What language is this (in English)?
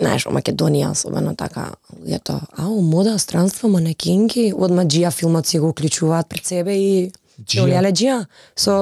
Macedonian